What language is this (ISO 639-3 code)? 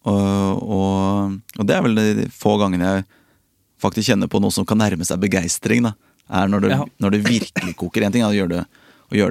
nor